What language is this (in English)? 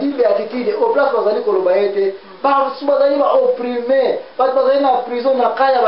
Lingala